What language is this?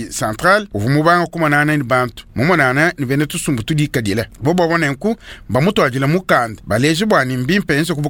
Luba-Lulua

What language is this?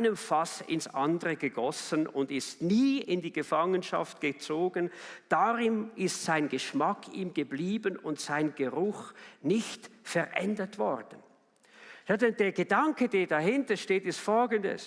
Swiss German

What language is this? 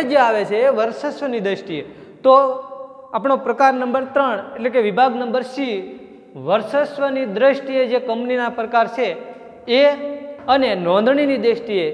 Gujarati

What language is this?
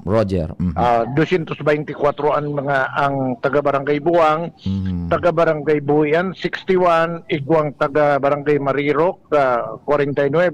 Bikol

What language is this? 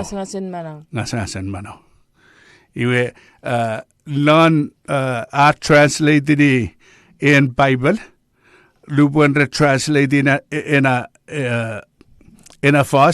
Chuukese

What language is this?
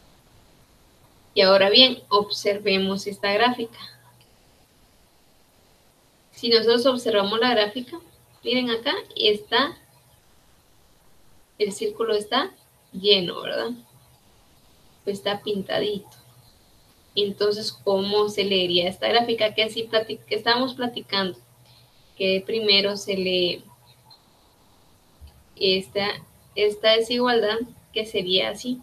Spanish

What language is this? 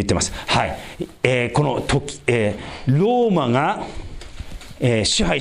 Japanese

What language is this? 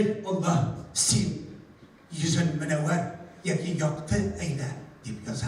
Bashkir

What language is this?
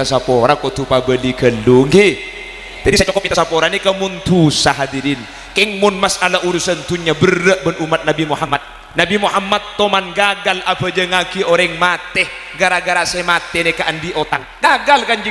Madurese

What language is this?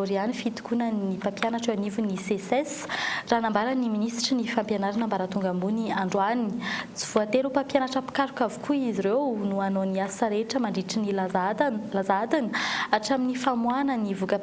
Malagasy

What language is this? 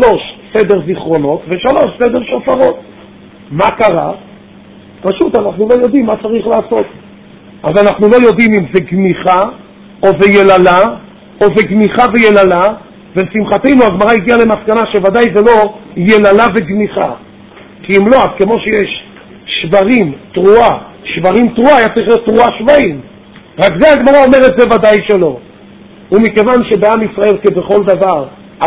Hebrew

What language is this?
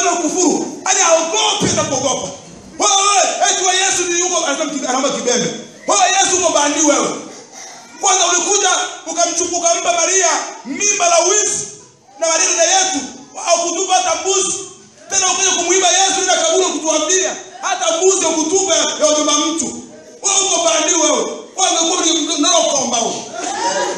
Swahili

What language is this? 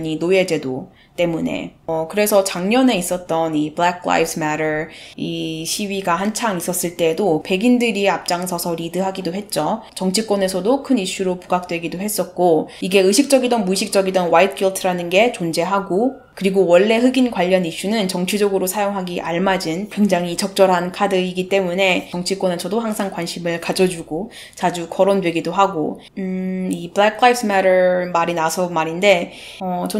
Korean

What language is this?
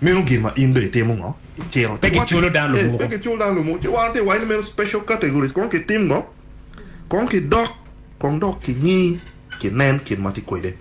Acoli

